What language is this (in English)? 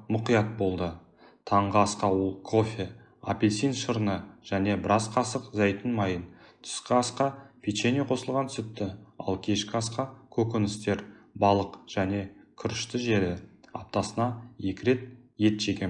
Kazakh